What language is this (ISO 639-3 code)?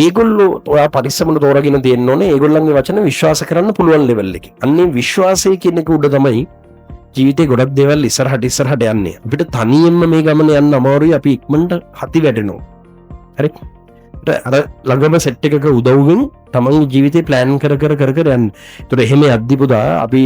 sin